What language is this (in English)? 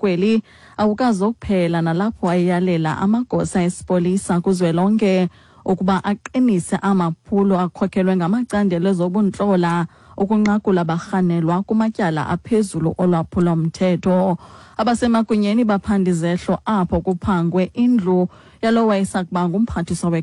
Xhosa